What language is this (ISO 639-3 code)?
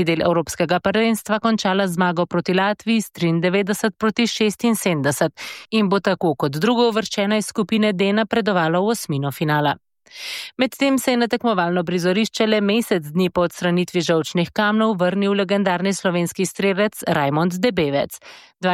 slv